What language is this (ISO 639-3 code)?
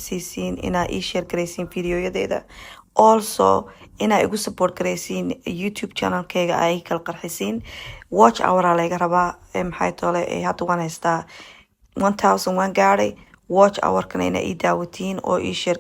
som